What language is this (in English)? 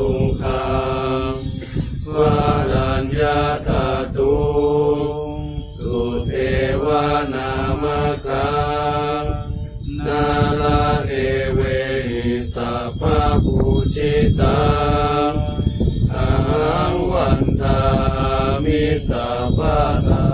Pali